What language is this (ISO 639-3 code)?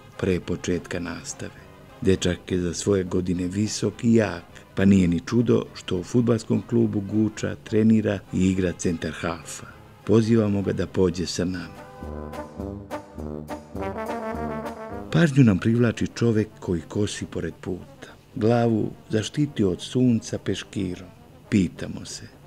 srp